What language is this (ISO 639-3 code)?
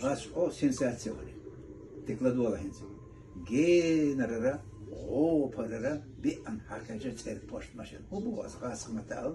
che